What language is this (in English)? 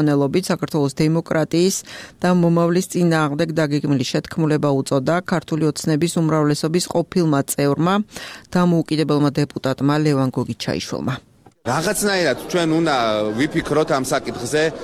Georgian